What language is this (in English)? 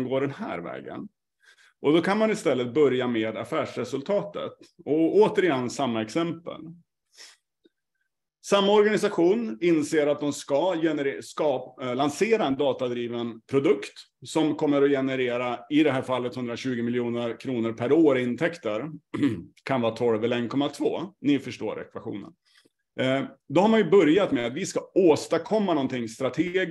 Swedish